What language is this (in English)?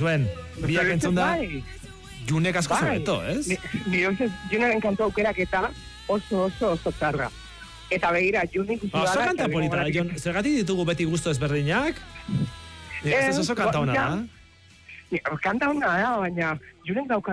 Basque